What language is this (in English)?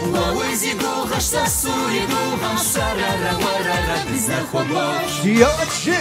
Kabardian